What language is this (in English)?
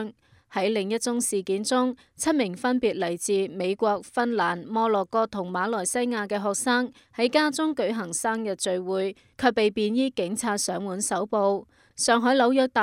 Cantonese